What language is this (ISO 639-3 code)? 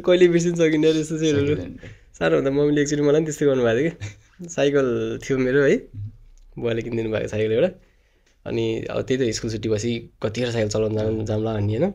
nep